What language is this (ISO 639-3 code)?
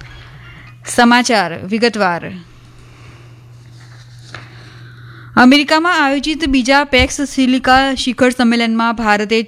guj